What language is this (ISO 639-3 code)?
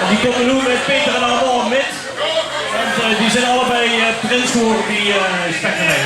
lim